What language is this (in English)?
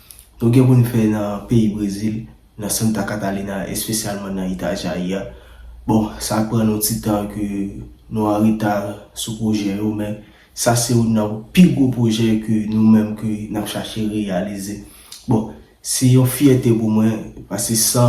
Haitian Creole